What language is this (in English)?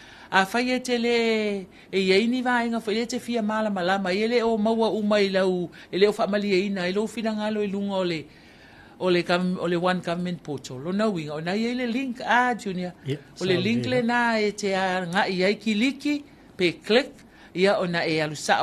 Samoan